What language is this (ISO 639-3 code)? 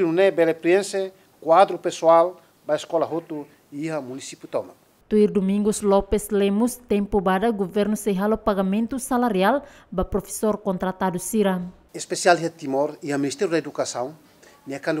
tet